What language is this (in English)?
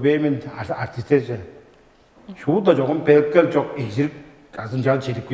Tuvinian